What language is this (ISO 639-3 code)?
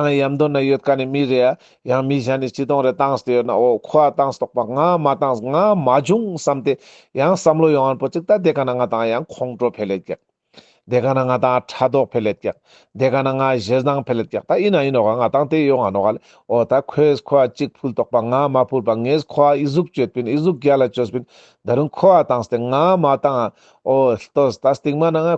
lbj